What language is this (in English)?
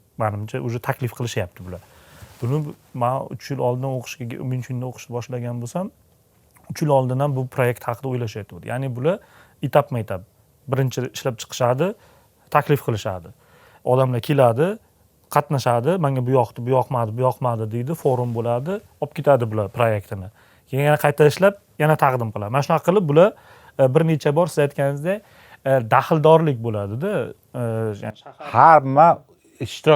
Uzbek